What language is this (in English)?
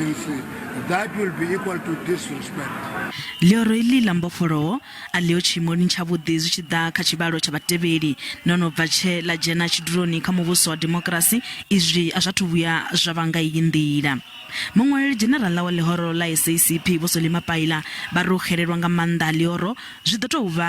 Venda